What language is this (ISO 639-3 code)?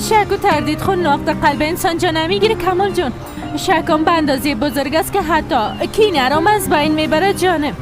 fas